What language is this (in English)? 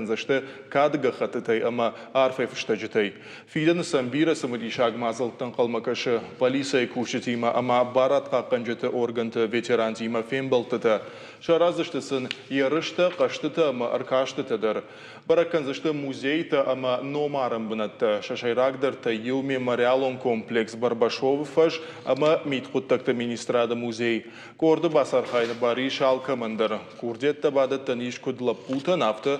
Ossetic